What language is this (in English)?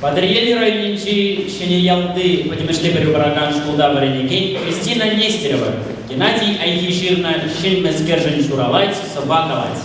Chuvash